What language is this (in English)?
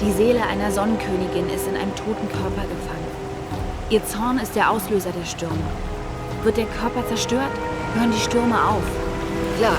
Bavarian